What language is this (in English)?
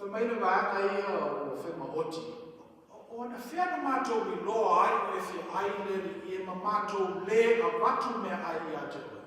Samoan